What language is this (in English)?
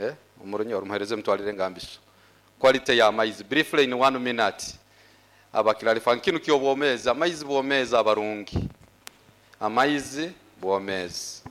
Nyoro